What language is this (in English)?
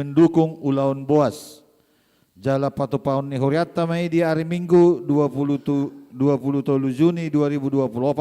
Batak Toba